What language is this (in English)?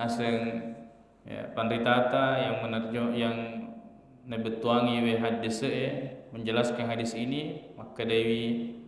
Buginese